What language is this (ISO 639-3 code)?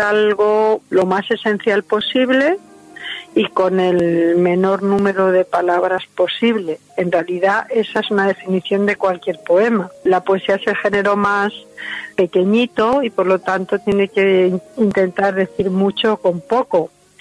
spa